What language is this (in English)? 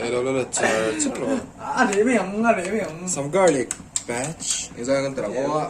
Mizo